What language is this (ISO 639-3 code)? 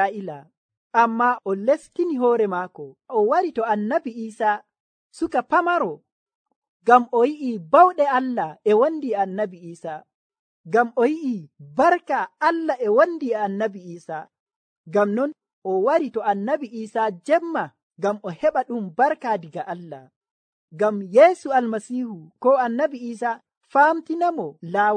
fuv